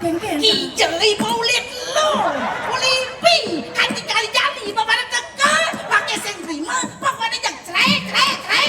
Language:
Balinese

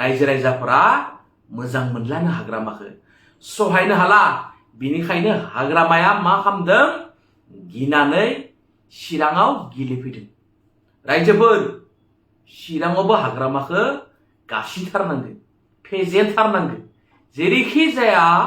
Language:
Bodo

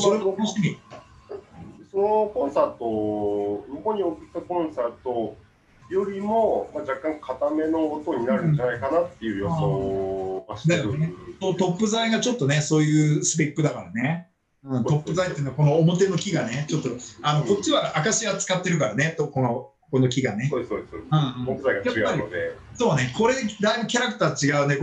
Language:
Japanese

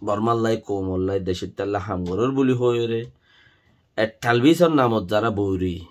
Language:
Rohingya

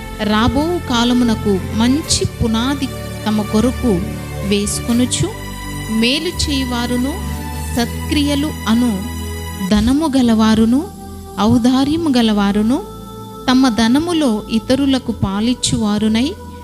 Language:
Koya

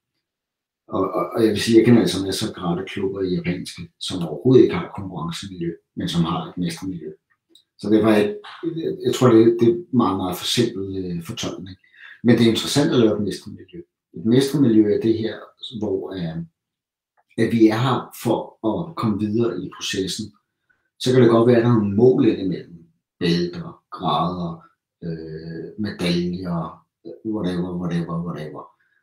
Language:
Danish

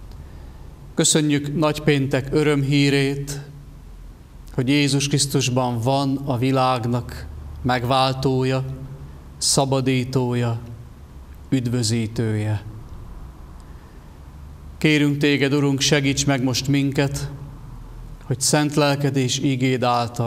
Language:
Hungarian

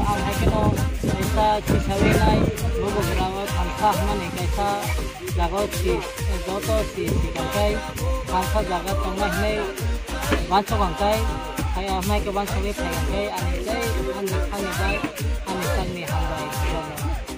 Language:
Kok Borok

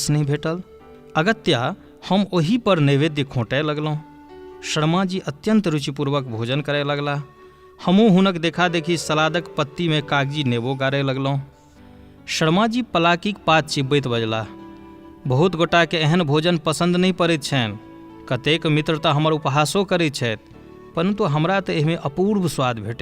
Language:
Maithili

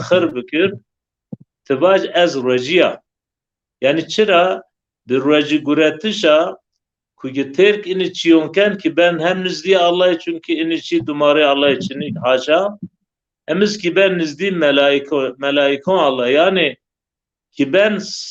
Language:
Zaza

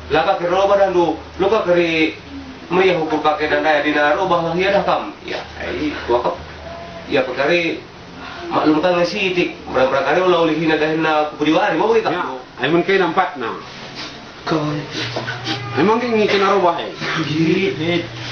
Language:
Batak Karo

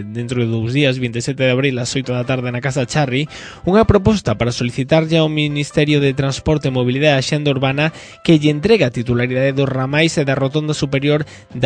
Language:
Galician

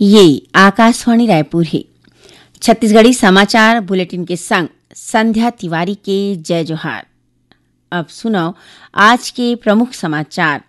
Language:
Chhattisgarhi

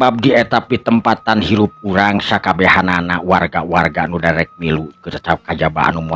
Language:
Sundanese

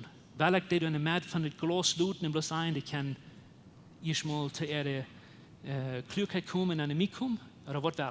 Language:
Plautdietsch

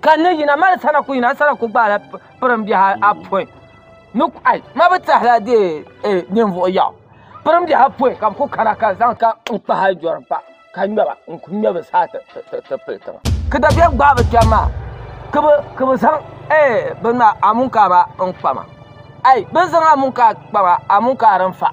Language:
Dagbani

